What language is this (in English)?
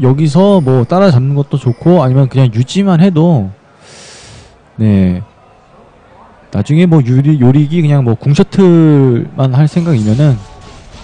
Korean